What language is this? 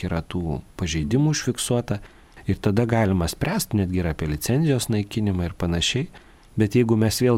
Lithuanian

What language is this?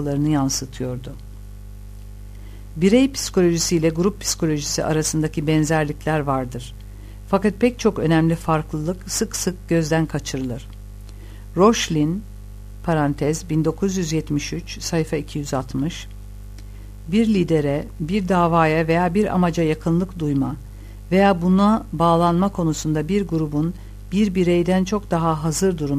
Turkish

